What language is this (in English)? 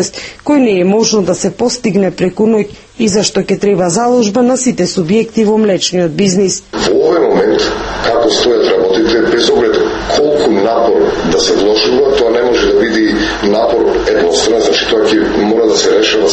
Macedonian